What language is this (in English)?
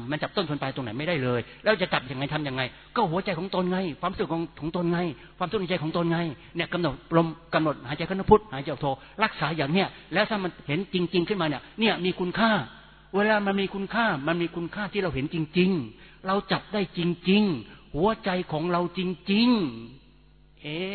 Thai